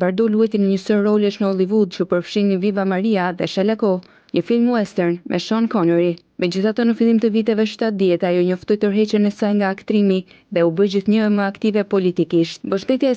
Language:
Albanian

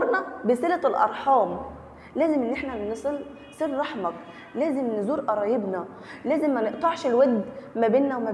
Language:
Egyptian Arabic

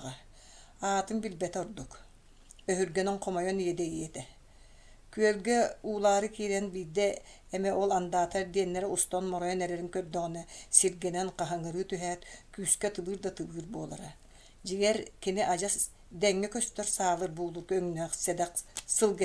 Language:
Yakut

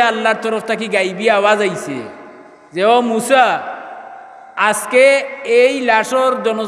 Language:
Sylheti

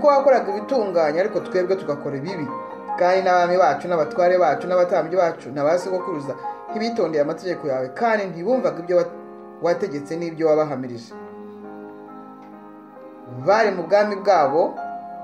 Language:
Kinyarwanda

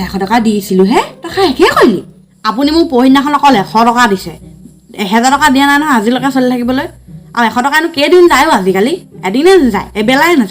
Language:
Assamese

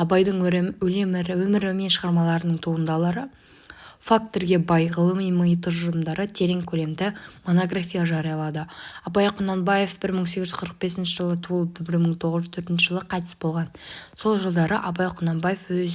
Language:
Kazakh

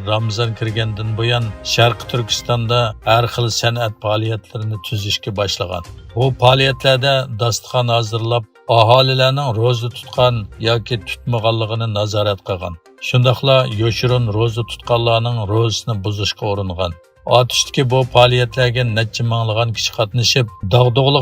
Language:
Uyghur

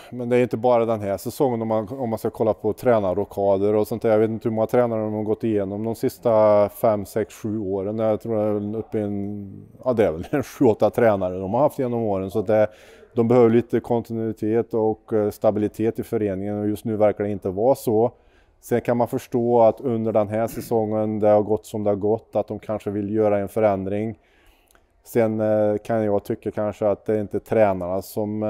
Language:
Swedish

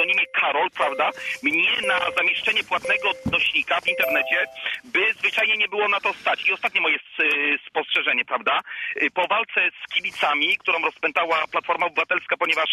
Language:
Polish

